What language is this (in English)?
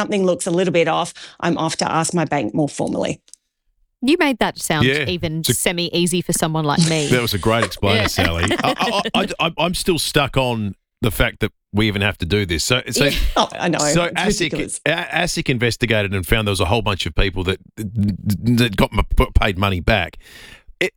English